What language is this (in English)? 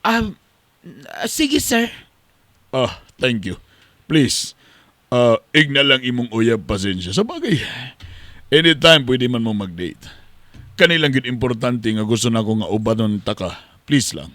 Cebuano